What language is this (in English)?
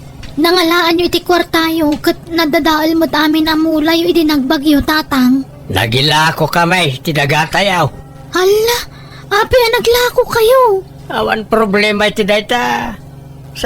Iloko